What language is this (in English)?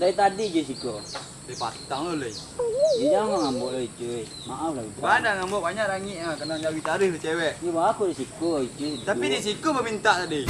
Minangkabau